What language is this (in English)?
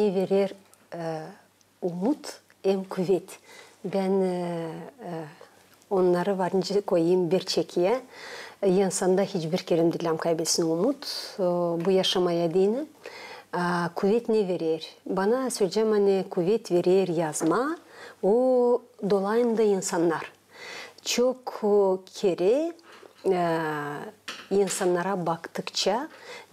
Gagauz